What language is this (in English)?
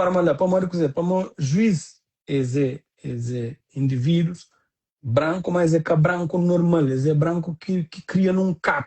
Kabuverdianu